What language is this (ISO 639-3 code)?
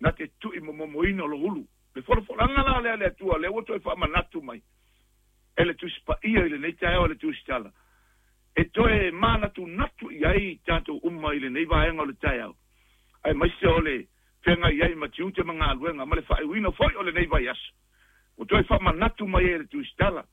smo